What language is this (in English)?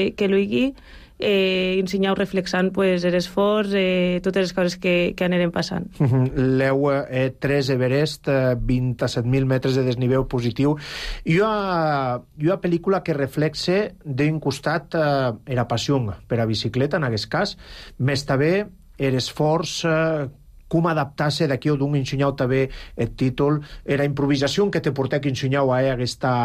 Catalan